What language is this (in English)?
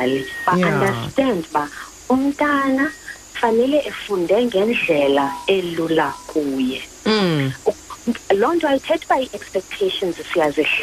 Xhosa